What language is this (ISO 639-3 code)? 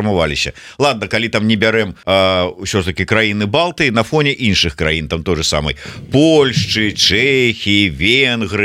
bel